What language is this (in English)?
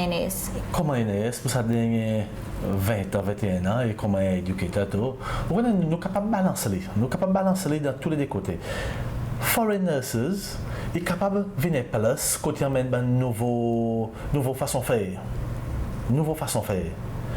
Seselwa Creole French